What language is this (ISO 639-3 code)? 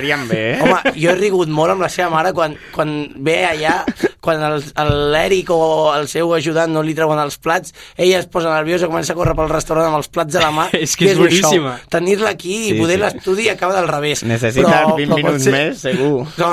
cat